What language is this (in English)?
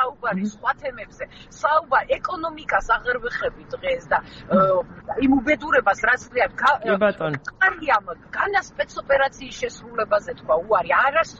Georgian